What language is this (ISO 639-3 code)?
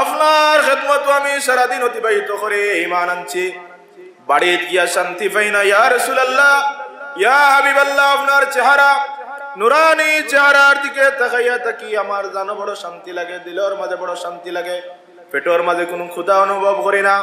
syl